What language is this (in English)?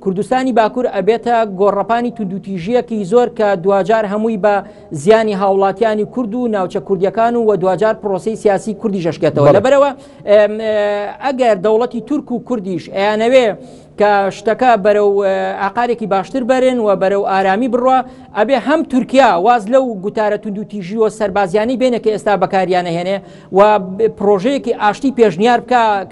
Central Kurdish